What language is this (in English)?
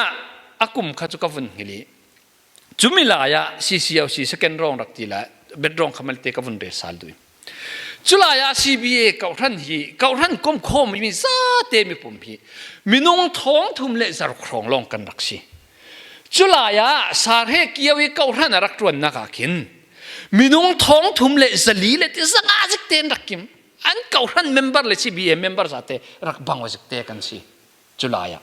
Falam Chin